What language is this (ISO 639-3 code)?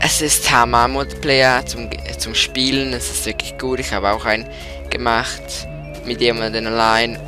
gsw